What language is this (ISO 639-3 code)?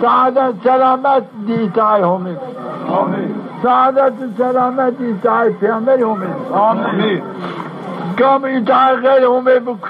zza